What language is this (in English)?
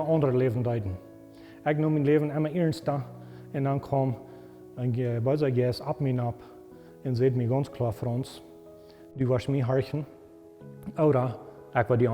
Plautdietsch